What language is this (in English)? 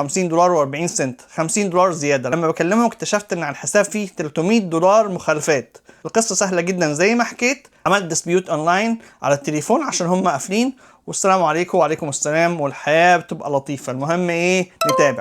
Egyptian Arabic